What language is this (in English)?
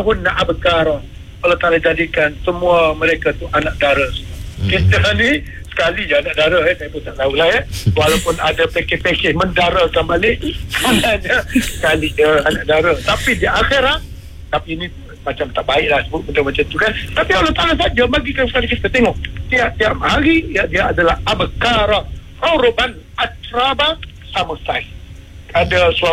Malay